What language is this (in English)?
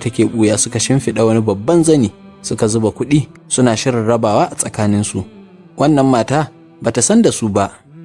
Hausa